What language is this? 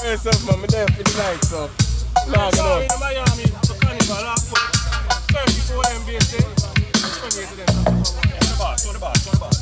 Jamaican Creole English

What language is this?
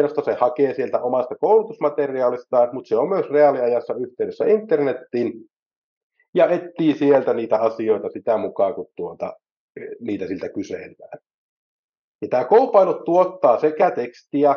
Finnish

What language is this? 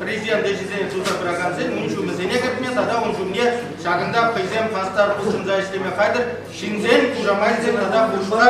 Chuvash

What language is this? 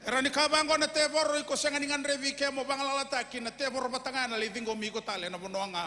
Fijian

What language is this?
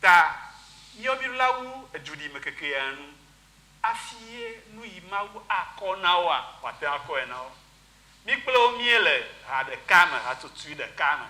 Ewe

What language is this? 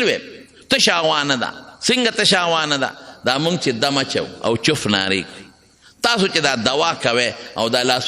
Pashto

